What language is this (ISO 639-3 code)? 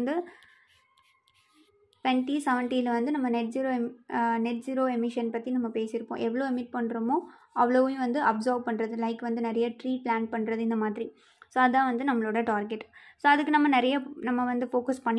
tam